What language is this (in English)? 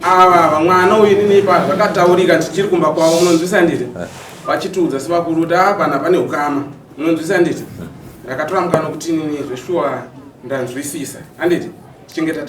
Shona